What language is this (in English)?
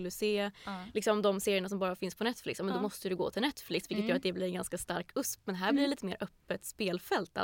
Swedish